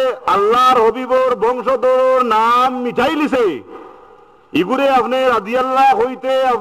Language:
Sylheti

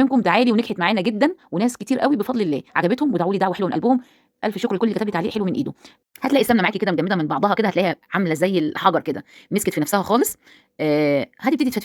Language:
Egyptian Arabic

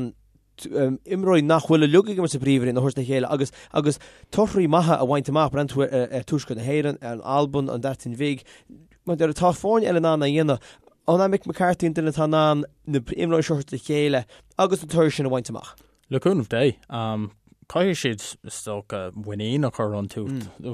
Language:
Irish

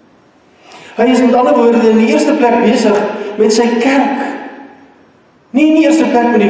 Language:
Afrikaans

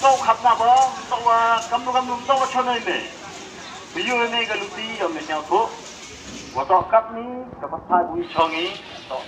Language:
Khasi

